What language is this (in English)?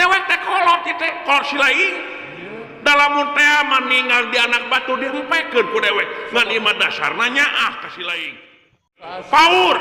Sundanese